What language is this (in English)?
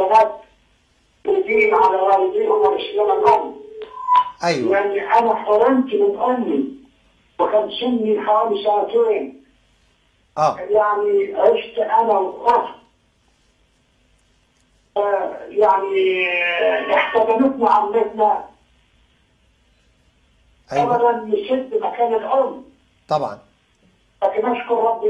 Egyptian Arabic